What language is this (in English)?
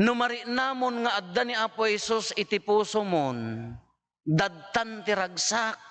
Iloko